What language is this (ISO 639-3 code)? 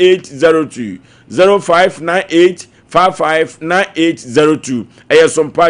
aka